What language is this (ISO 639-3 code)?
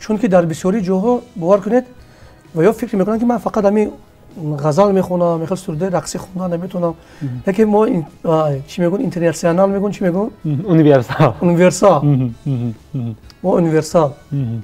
tgk